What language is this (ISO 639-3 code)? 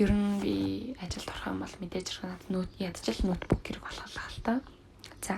mon